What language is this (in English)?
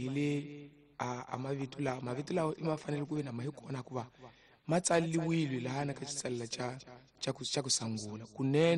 Tsonga